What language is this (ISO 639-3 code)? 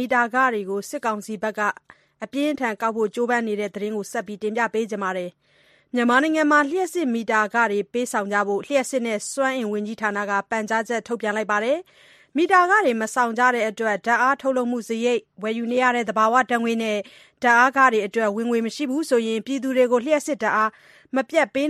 mya